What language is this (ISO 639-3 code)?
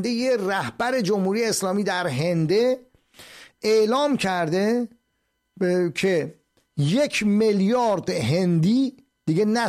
fas